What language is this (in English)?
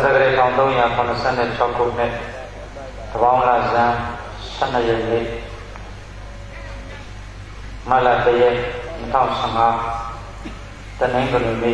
Burmese